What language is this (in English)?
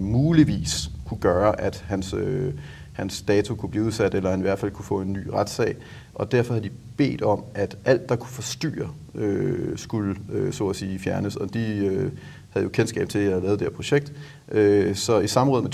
Danish